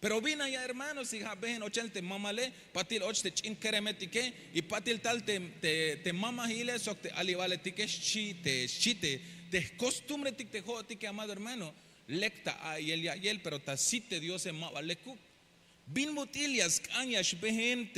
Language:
Tzeltal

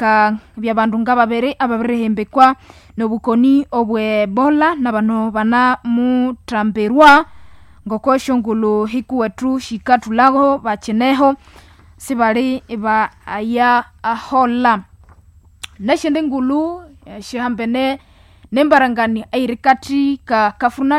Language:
Nande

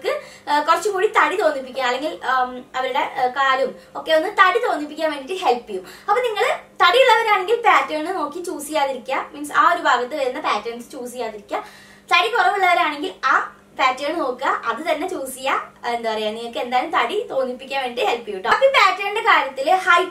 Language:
Malayalam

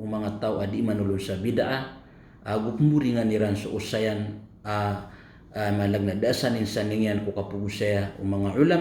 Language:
Maranao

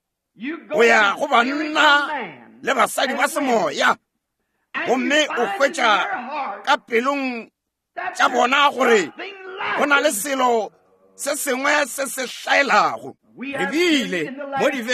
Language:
Northern Sotho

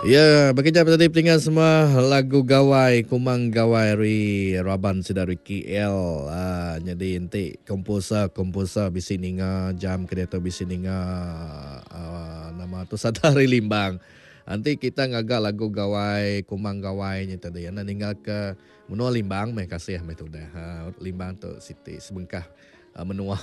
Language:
Iban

